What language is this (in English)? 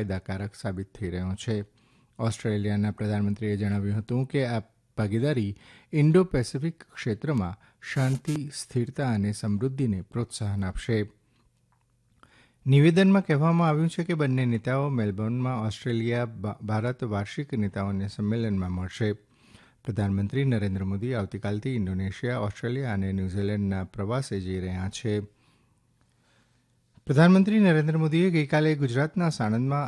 Gujarati